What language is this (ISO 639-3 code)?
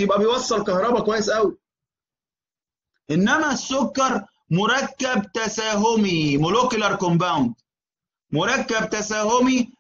arz